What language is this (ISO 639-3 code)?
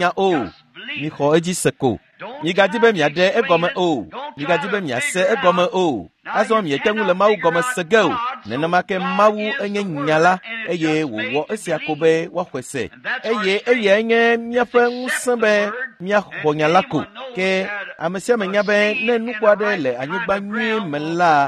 ewe